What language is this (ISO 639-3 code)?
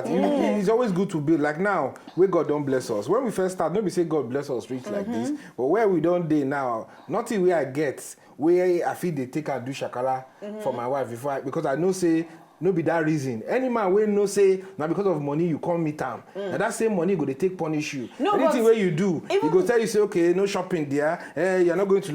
pcm